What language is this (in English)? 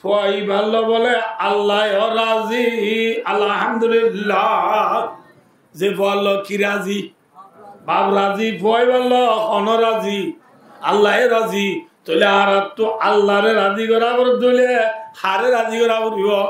Rohingya